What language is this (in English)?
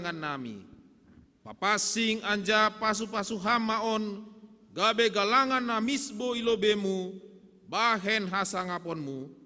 Batak Simalungun